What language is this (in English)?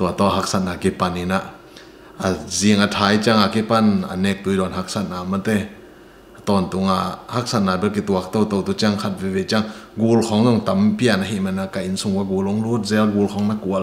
Tedim Chin